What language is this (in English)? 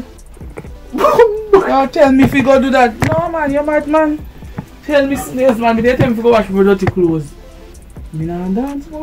Jamaican Creole English